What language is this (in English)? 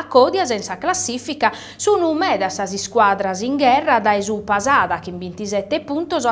Sardinian